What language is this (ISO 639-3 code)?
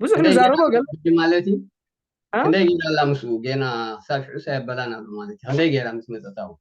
tir